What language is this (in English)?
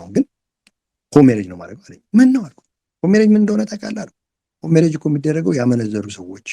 Amharic